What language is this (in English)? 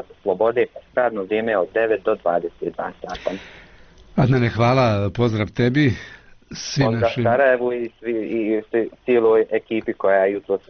Bosnian